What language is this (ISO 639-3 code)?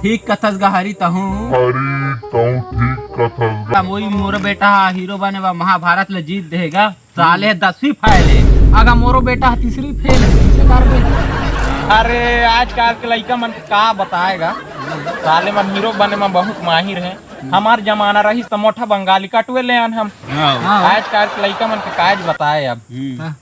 hne